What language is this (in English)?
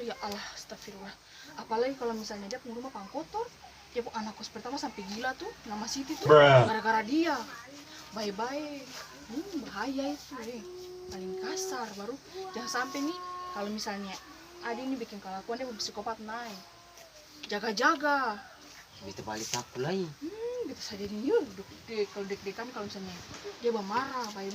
Ambonese Malay